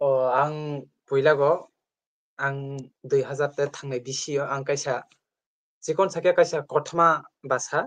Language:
Kok Borok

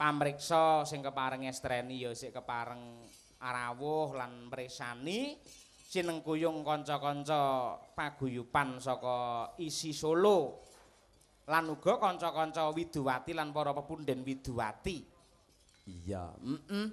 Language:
Javanese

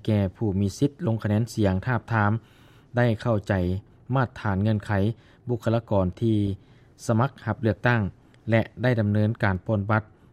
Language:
Lao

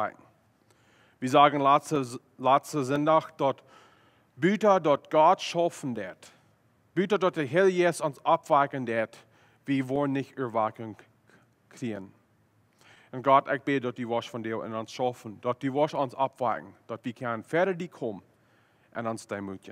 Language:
Plautdietsch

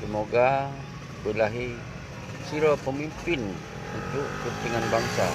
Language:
Achinese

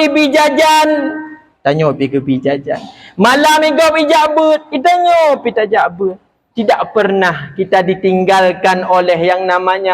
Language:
Achinese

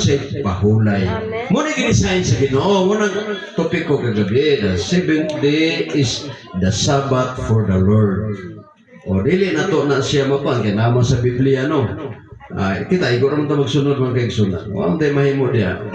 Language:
Cebuano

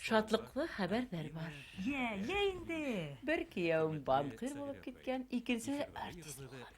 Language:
Bashkir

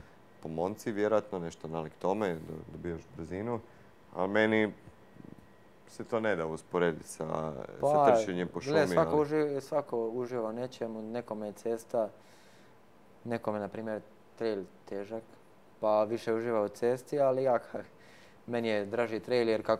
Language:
Croatian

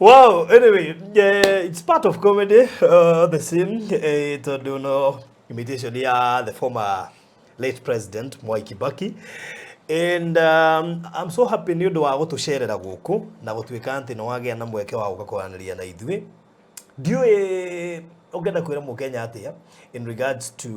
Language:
Kikuyu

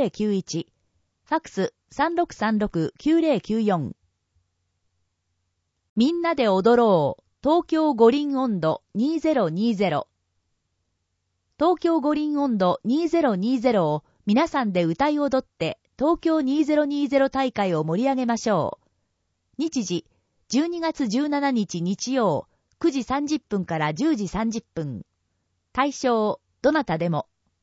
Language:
Japanese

